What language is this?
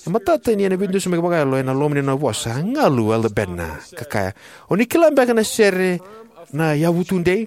Fijian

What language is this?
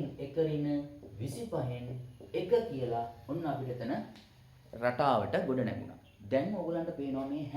Sinhala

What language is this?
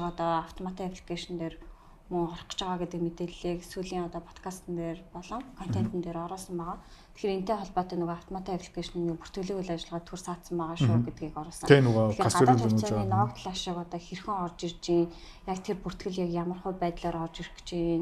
Mongolian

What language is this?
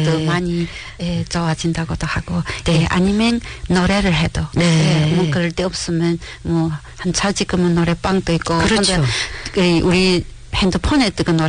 Korean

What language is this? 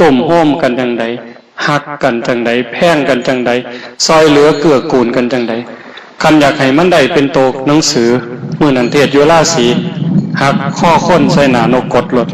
Northeastern Thai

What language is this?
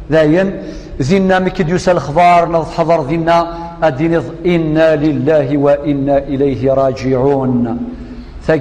Kabyle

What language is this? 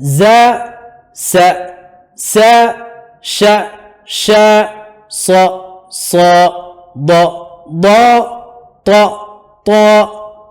Divehi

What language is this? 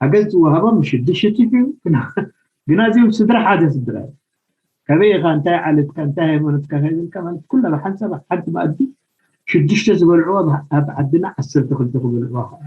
Tigrinya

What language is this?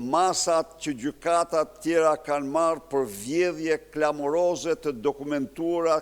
Albanian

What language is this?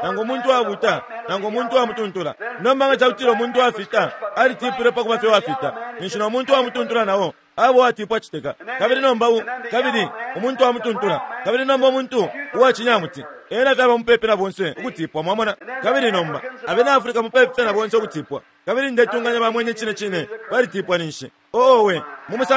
Bemba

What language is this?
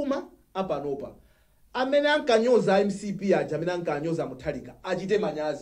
Nyanja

